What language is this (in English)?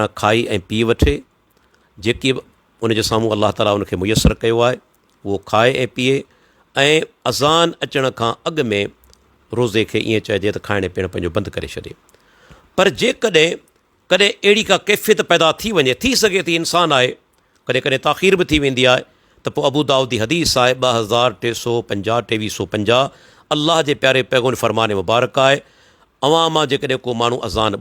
Sindhi